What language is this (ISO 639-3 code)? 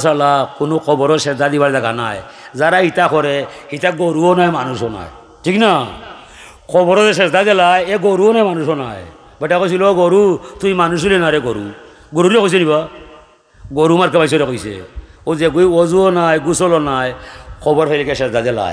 syl